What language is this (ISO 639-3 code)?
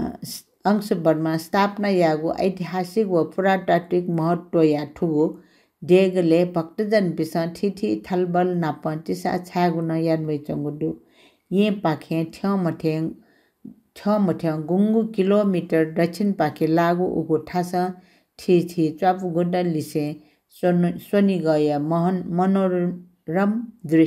new